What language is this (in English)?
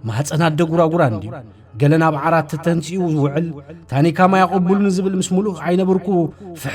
Tigrinya